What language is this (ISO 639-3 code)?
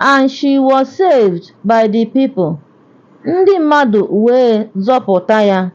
ibo